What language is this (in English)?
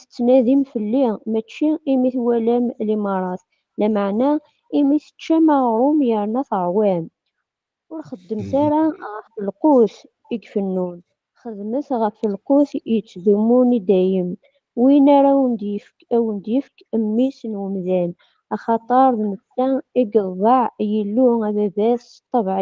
Kabyle